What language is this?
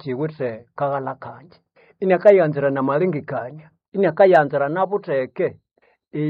Nande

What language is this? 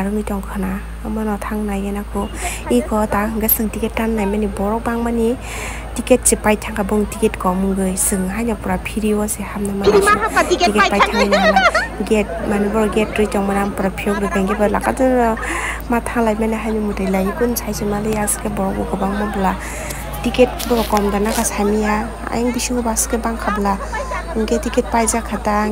Kok Borok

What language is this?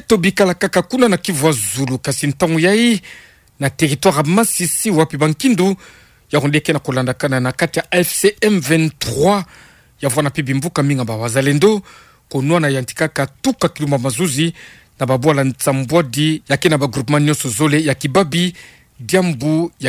Kituba (Democratic Republic of Congo)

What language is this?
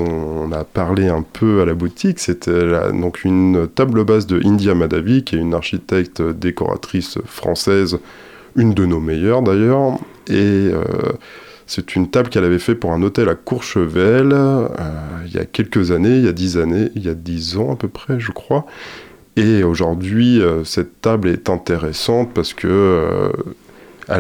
French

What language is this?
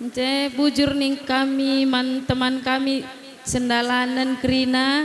Batak Karo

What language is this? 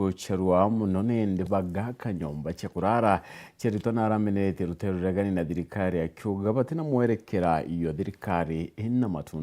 Meru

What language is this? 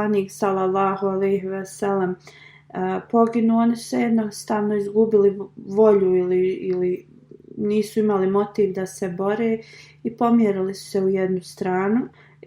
Bosnian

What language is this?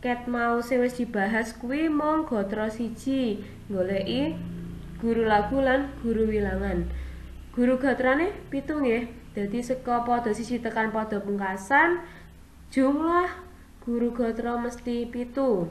Javanese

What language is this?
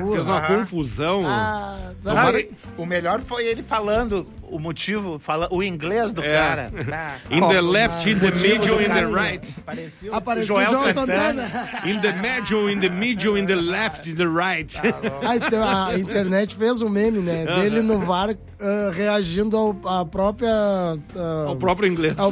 Portuguese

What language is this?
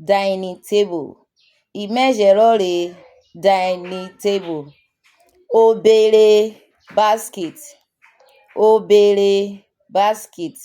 Urhobo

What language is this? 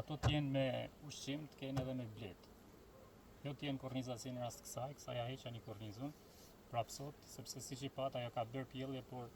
Albanian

